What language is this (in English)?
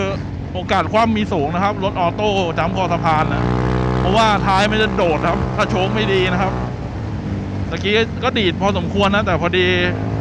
Thai